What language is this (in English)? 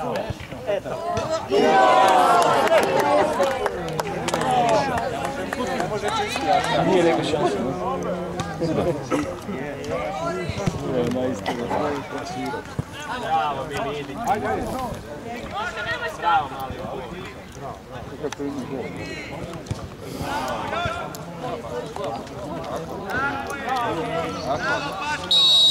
Croatian